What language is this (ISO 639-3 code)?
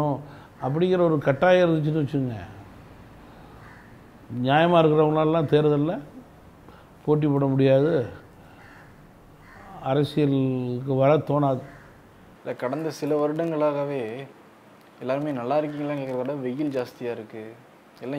tam